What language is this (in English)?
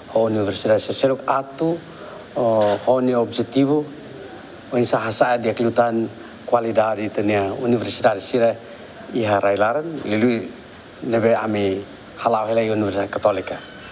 Tetum